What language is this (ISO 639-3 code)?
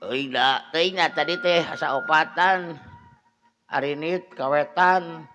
sun